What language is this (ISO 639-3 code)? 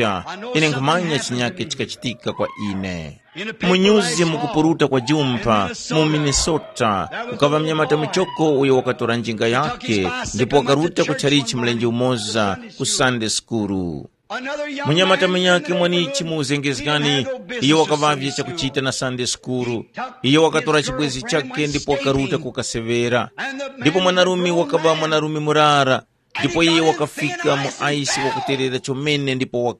tum